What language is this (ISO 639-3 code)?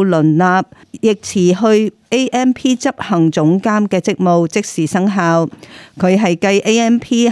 yue